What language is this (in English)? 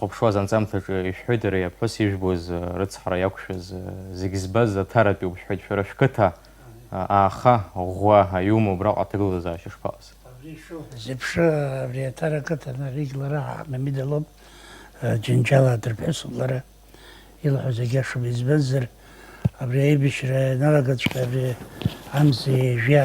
Abkhazian